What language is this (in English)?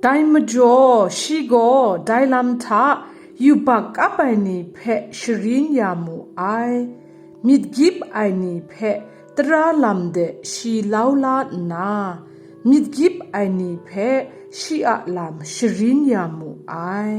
Kachin